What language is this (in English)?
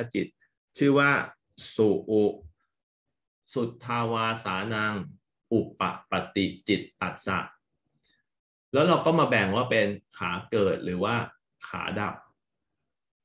Thai